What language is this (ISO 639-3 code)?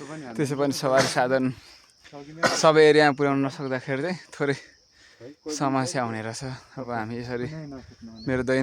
nep